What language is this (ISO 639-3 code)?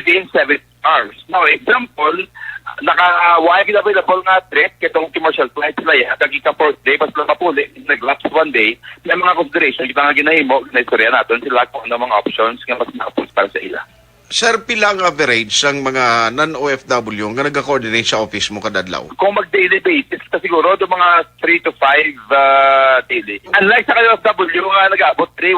hil